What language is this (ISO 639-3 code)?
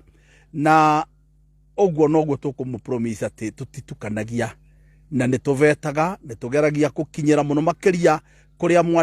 kik